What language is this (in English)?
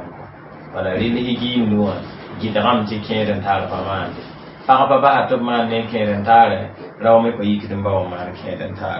Mossi